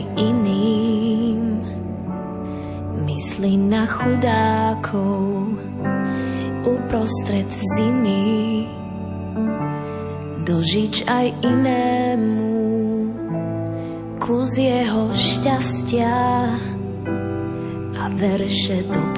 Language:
Slovak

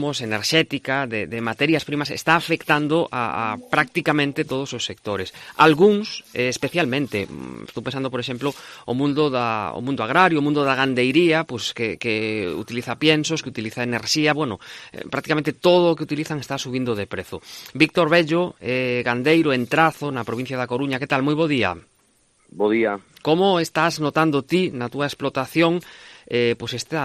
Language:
Galician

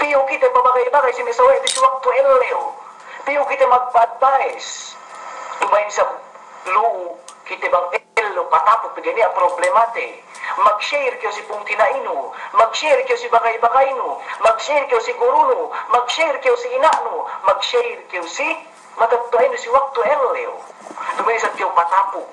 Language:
Yakan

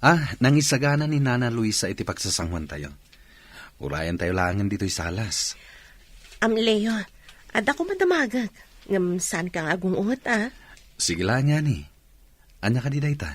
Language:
Iloko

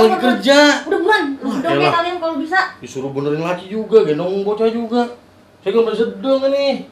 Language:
Betawi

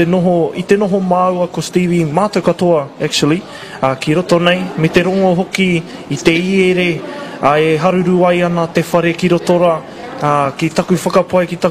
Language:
Māori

